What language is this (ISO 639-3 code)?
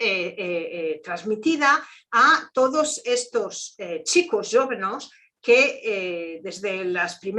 lad